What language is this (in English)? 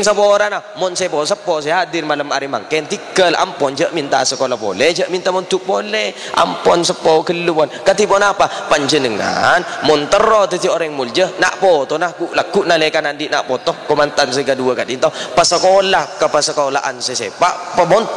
Madurese